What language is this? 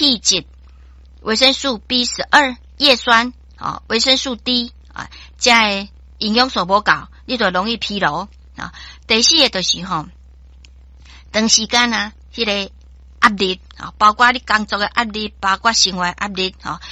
Min Nan Chinese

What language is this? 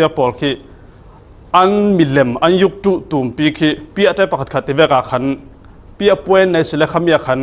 Falam Chin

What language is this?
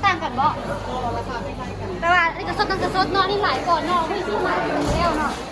Lao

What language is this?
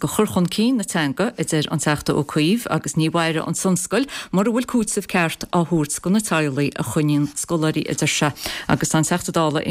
Irish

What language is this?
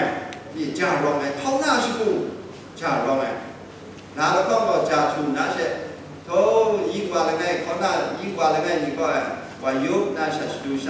Kachin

